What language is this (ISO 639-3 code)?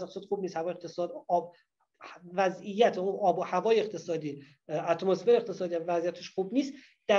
fas